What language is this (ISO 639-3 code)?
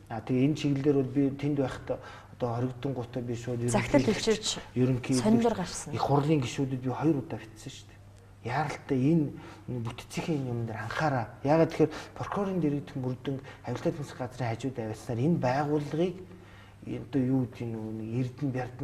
mon